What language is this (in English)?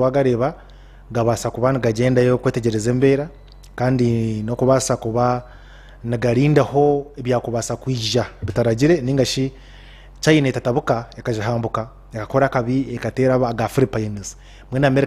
Nyankole